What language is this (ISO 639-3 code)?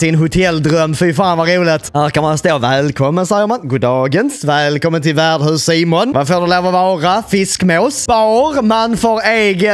swe